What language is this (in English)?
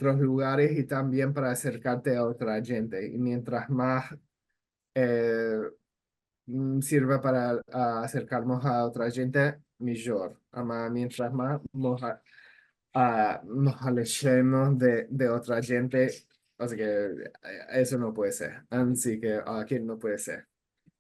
Ladino